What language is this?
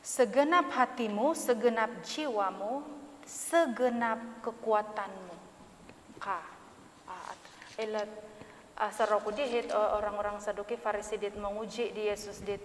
Central Dusun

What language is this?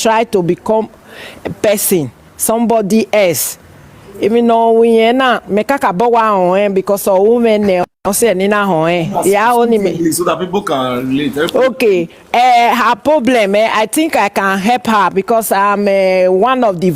Nigerian Pidgin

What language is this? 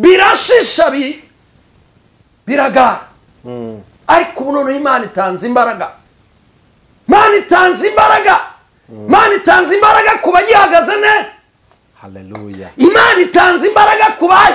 Kinyarwanda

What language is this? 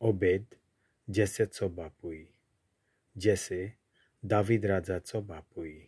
Konkani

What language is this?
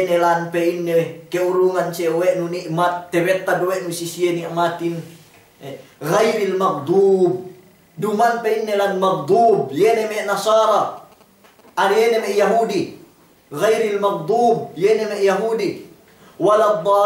Yakan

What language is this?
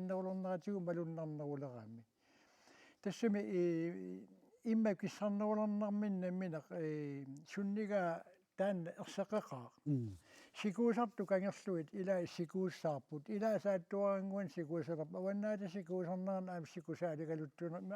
Kalaallisut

